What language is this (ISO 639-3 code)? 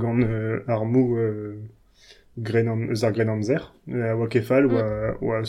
bre